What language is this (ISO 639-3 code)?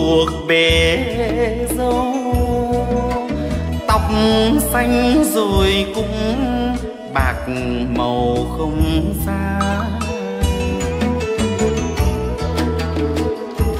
vie